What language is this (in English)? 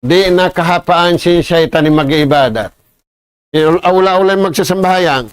Tausug